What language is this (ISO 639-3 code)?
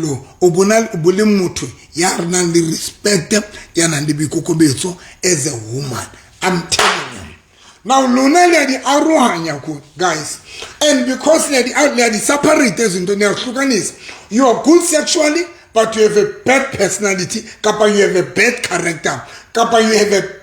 sot